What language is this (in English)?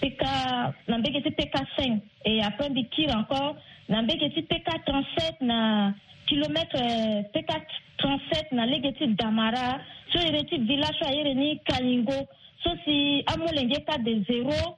Sango